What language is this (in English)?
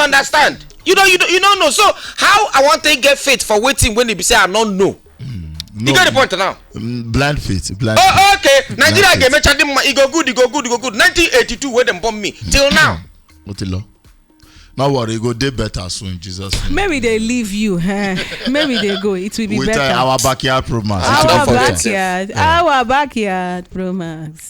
Nigerian Pidgin